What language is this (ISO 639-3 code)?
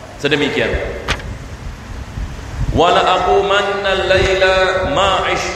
msa